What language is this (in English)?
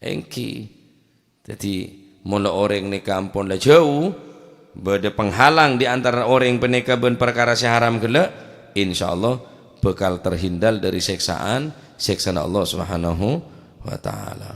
Madurese